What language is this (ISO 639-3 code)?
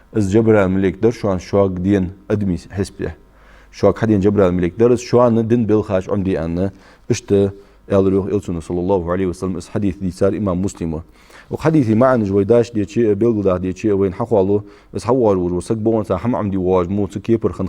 inh